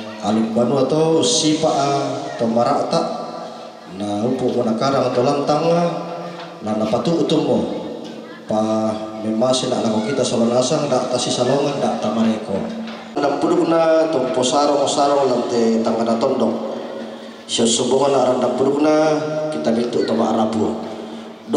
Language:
Toraja-Sa'dan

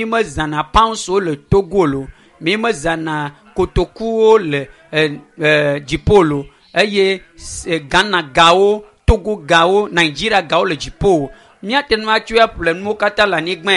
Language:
Ewe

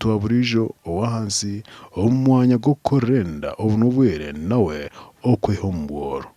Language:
Nyankole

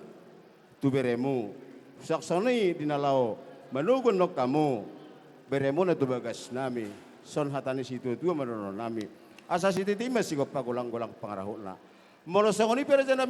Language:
Batak Toba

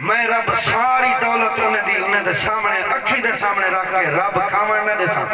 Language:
Saraiki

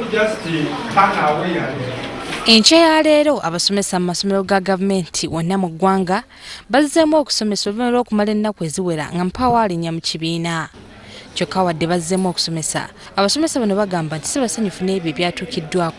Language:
Ganda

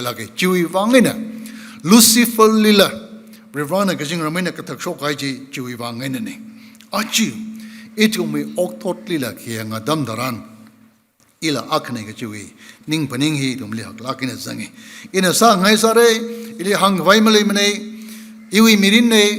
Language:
Tangkhul Naga (India)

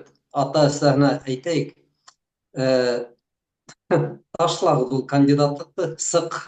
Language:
Bashkir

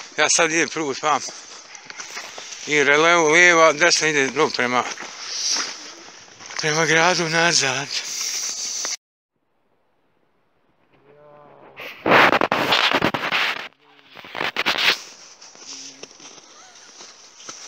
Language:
Bosnian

